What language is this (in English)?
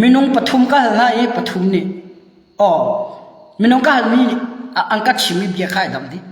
Hakha Chin